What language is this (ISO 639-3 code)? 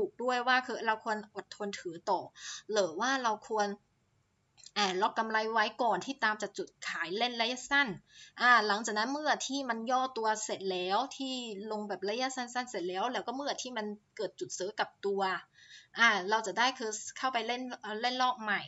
tha